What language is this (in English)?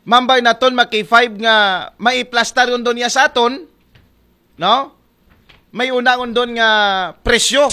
Aklanon